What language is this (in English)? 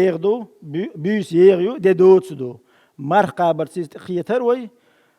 Chechen